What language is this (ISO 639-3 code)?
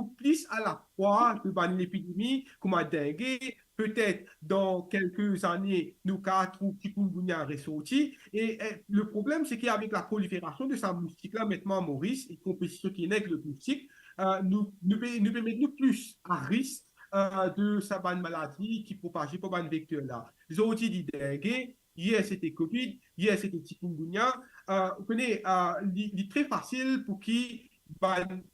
mfe